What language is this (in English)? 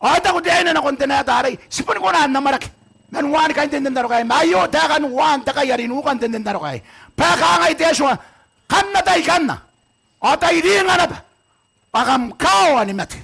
Gilbertese